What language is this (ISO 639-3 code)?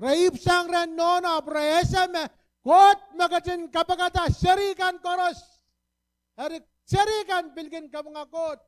pon